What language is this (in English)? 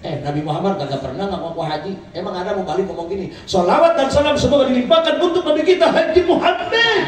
Betawi